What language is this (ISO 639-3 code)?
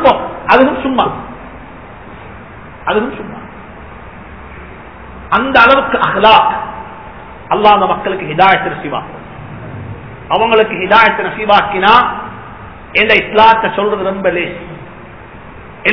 tam